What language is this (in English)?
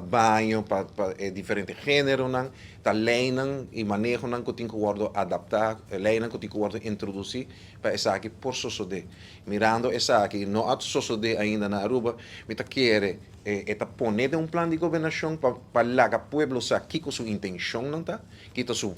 Papiamento